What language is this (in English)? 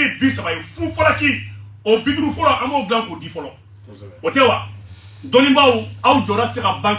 Bambara